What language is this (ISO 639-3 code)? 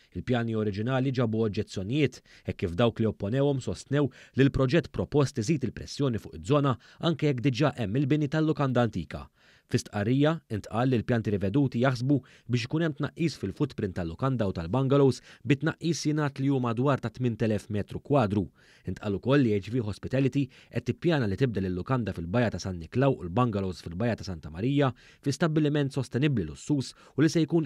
mlt